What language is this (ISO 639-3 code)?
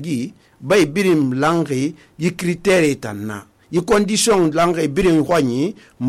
sus